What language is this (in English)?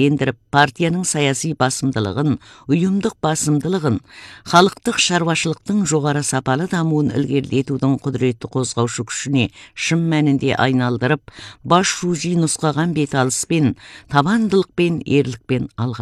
Kazakh